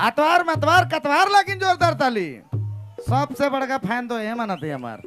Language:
Sadri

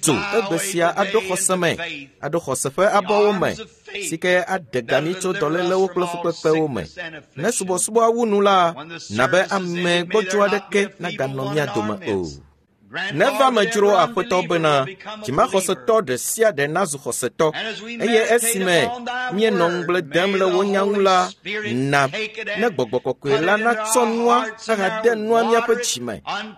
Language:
Ewe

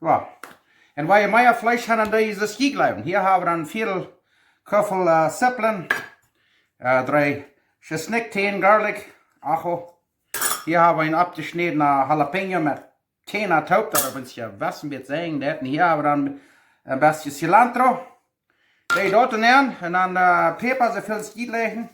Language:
Plautdietsch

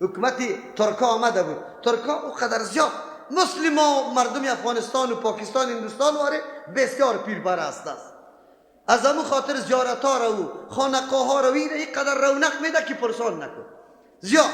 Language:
Persian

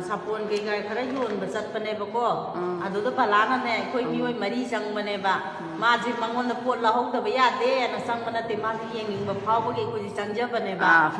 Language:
Manipuri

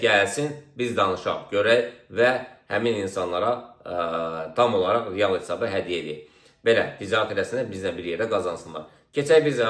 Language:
Azerbaijani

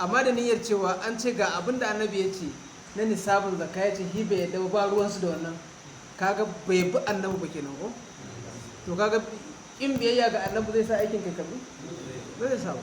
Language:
Hausa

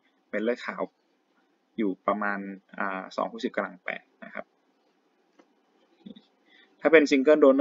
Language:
Thai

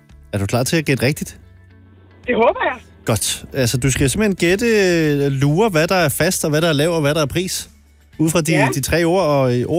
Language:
Danish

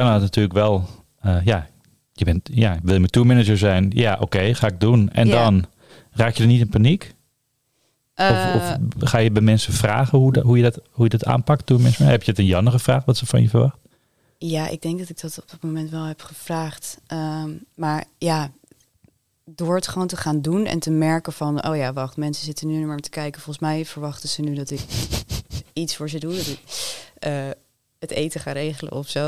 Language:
Dutch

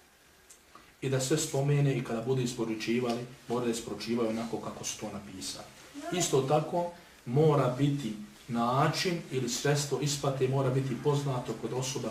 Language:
Bosnian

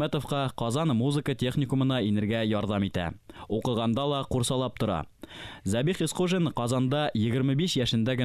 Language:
Bashkir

